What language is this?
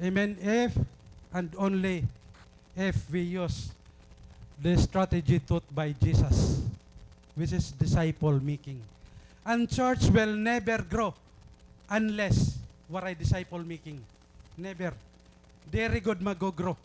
Waray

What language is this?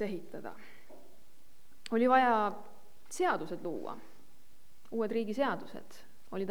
Estonian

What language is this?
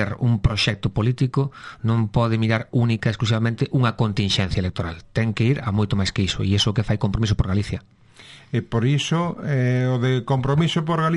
Galician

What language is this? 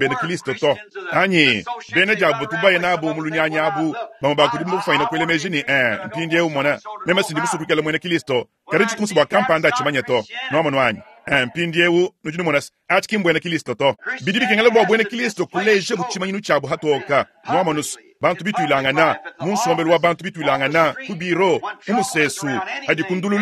Luba-Lulua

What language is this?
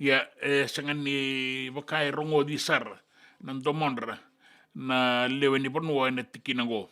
Fijian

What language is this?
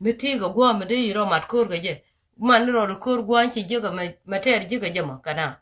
Nuer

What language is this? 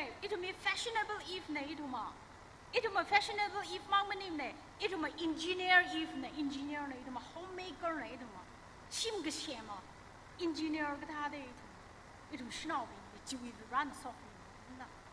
Tangkhul Naga (India)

